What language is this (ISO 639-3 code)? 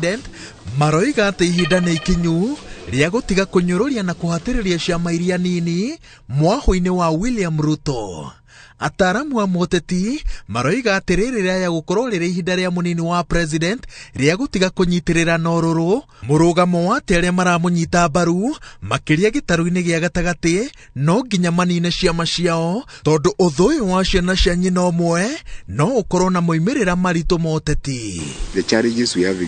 kik